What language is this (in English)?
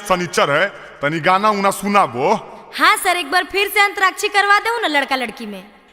Magahi